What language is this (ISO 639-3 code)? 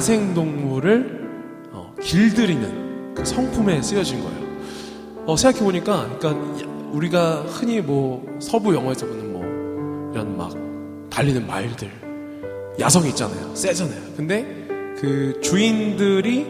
kor